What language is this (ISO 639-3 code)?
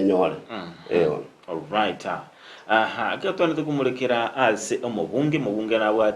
guz